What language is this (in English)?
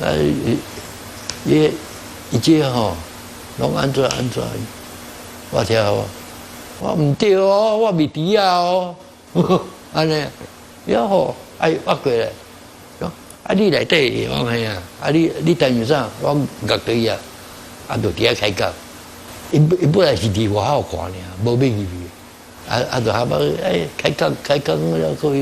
Min Nan Chinese